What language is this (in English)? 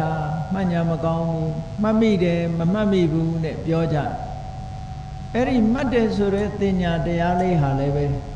Burmese